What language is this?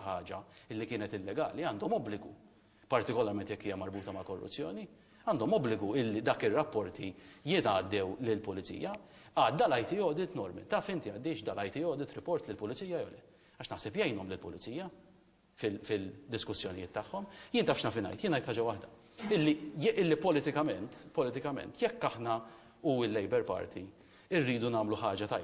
Maltese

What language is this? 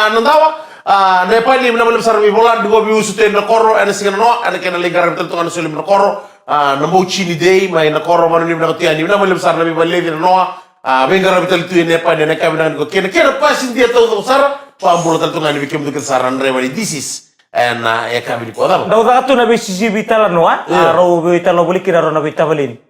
Fijian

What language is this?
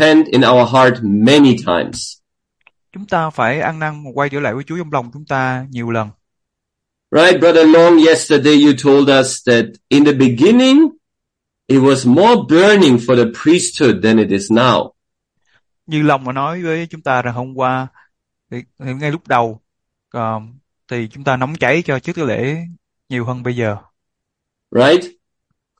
Vietnamese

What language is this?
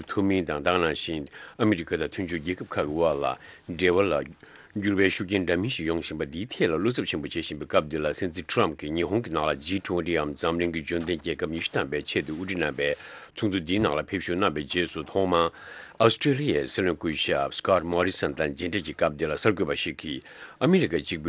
Tibetan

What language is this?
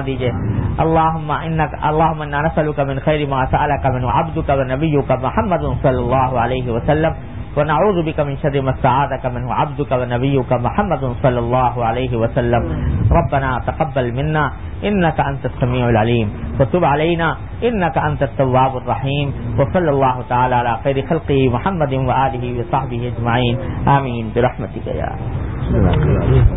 Urdu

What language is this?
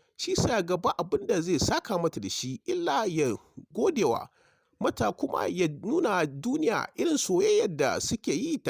Hausa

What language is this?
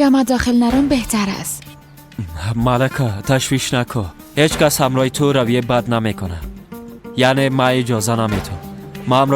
Persian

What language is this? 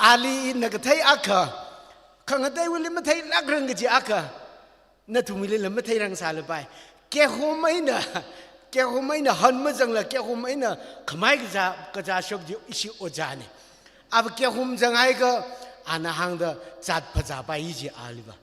Tangkhul Naga (India)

